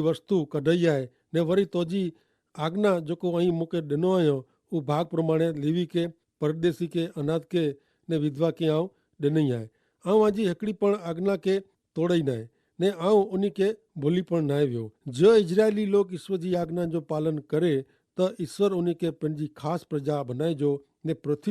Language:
Kachhi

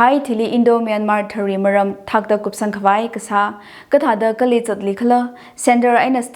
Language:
Tangkhul Naga (India)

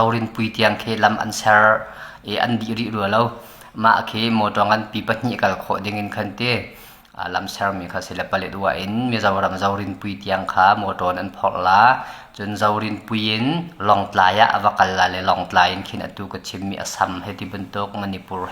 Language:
Hakha Chin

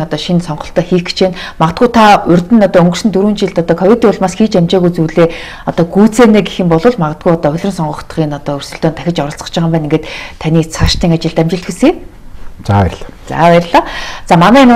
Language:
Mongolian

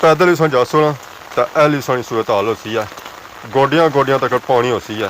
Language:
Pahari-Potwari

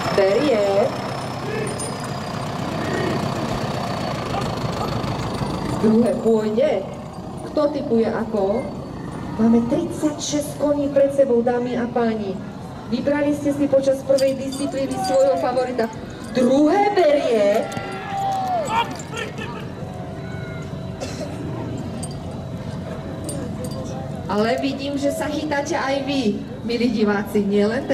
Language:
Slovak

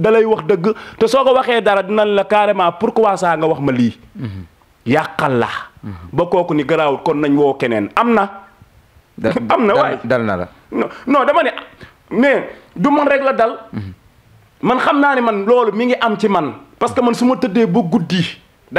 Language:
Wolof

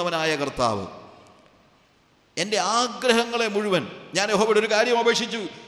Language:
Malayalam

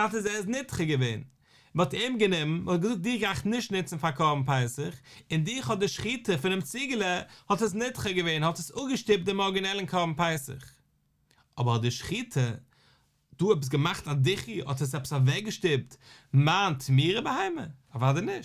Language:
Yiddish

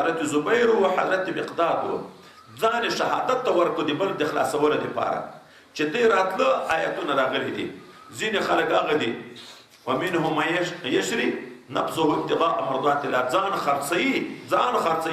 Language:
Pashto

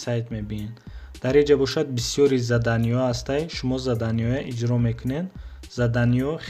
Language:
Tajik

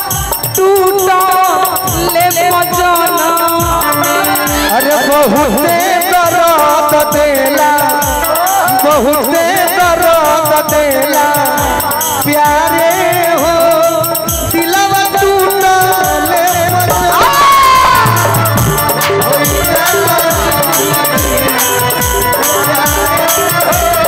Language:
Bhojpuri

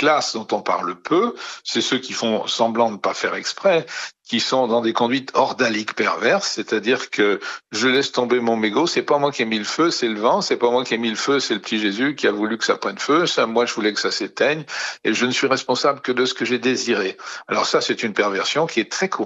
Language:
French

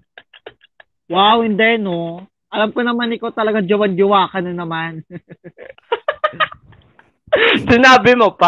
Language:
Filipino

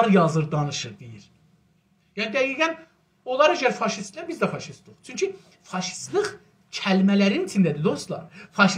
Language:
South Azerbaijani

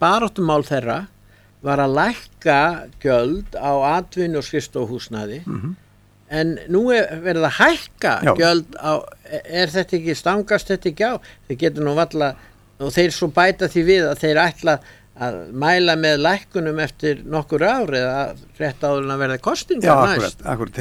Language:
Icelandic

